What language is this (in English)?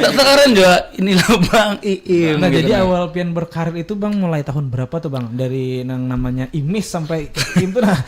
Banjar